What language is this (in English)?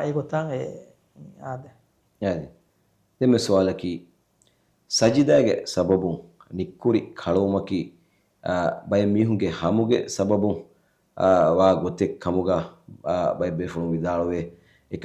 Divehi